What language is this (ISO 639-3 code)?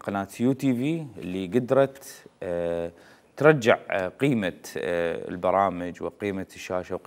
acm